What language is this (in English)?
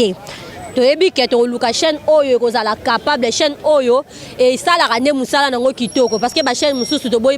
Lingala